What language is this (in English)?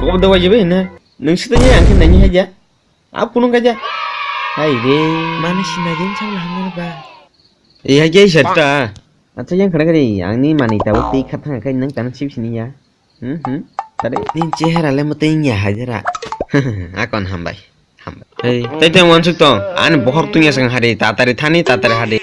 Kok Borok